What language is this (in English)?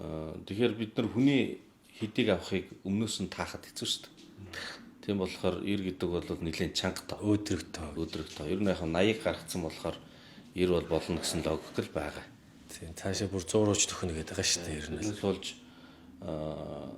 Mongolian